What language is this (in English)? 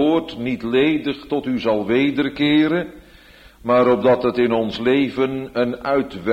Dutch